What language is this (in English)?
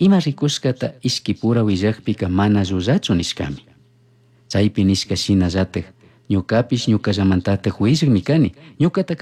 Chimborazo Highland Quichua